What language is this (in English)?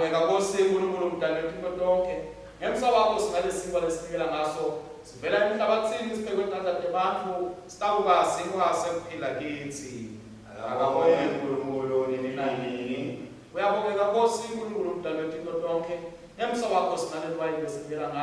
Swati